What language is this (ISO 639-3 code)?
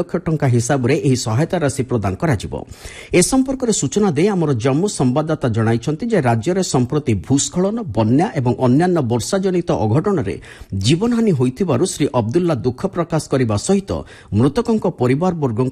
ori